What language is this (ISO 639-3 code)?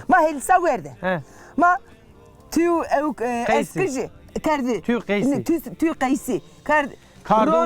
zza